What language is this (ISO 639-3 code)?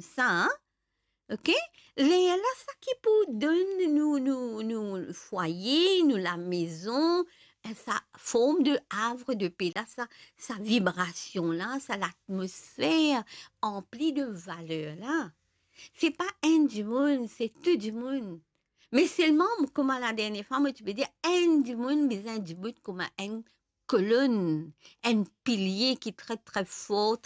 mfe